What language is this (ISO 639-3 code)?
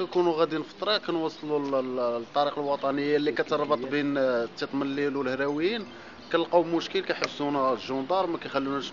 ary